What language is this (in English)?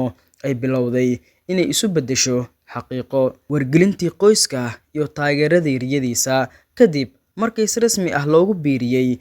Somali